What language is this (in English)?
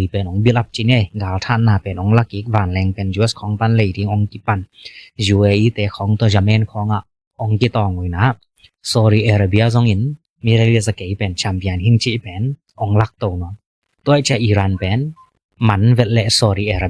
Tedim Chin